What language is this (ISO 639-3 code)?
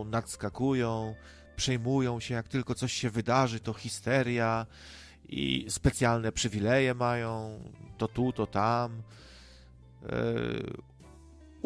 pol